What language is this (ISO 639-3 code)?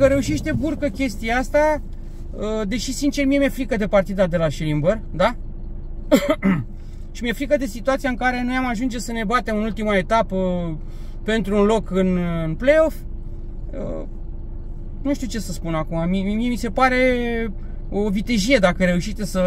ron